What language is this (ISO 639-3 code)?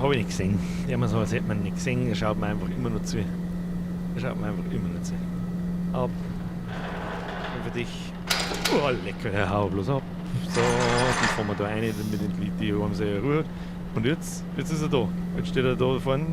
bar